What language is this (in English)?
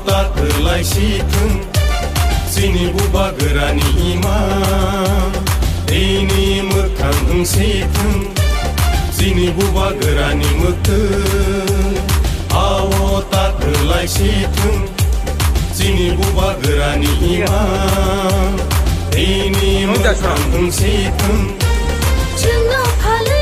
Kok Borok